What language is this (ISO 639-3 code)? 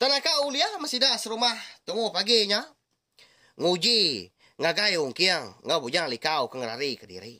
iba